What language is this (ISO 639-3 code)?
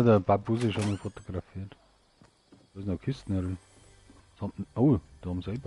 bar